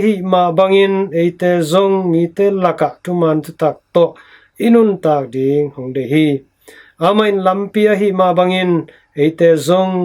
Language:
Tedim Chin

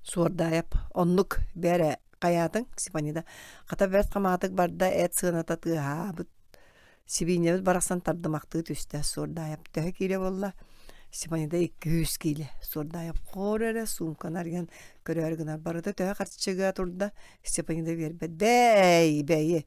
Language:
Yakut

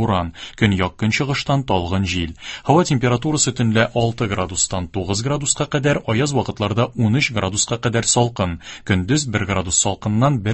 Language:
Tatar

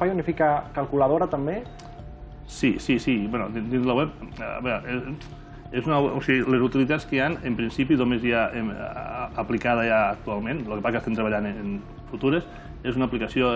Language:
Catalan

